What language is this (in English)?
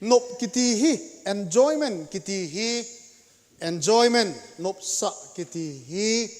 Thado Chin